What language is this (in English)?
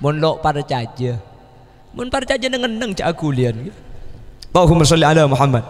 Madurese